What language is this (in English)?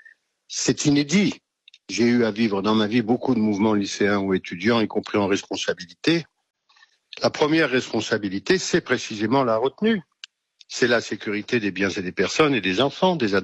French